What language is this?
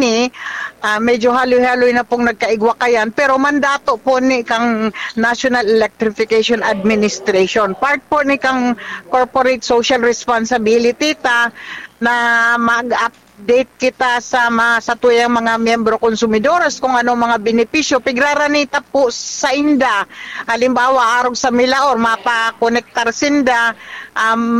Bikol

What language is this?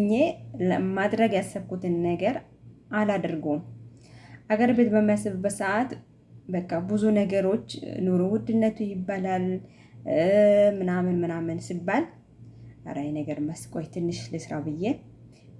Amharic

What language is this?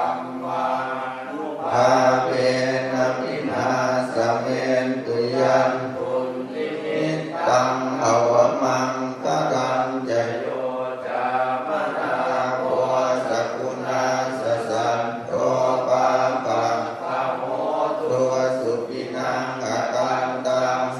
Pali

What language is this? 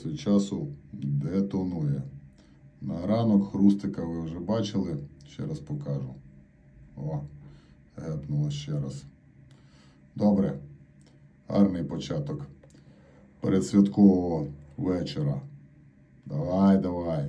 Ukrainian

